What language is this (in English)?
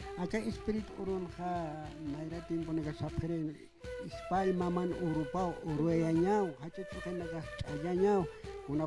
Aymara